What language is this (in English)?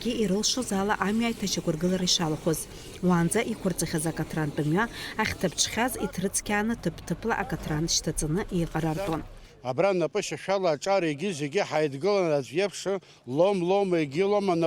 Abkhazian